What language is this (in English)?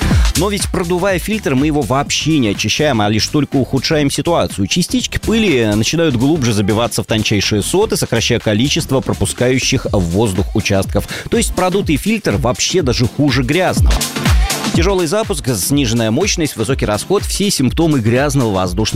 Russian